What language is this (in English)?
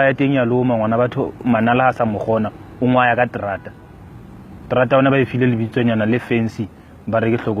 Southern Sotho